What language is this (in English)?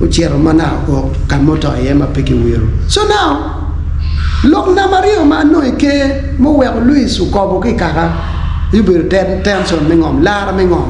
Acoli